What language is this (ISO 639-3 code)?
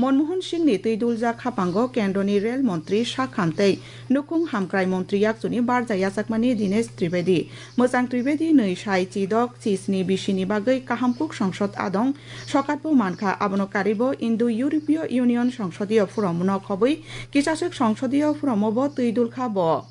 trp